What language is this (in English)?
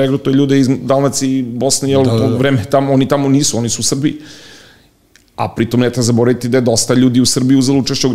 Serbian